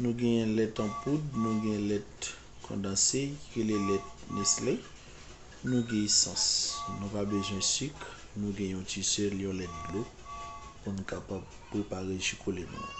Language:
Haitian Creole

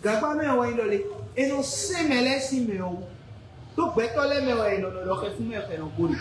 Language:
Fon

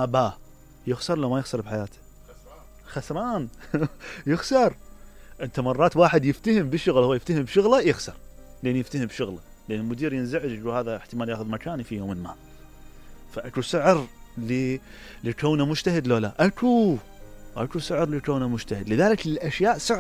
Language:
Mesopotamian Arabic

